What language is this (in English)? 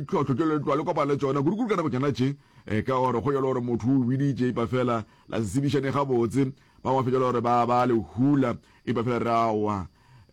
Northern Sotho